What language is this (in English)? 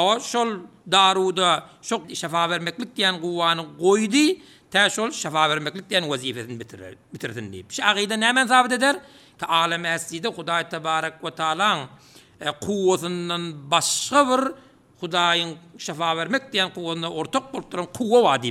Turkmen